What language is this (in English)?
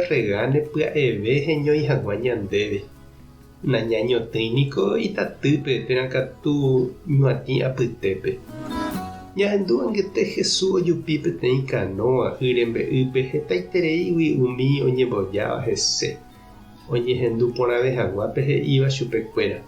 Guarani